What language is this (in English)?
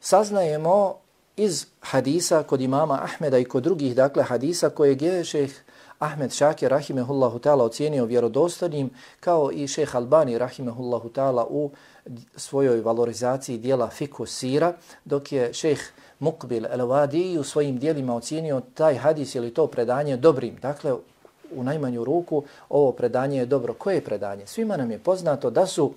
Bosnian